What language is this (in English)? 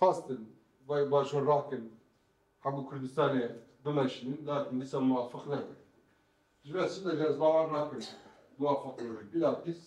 Kurdish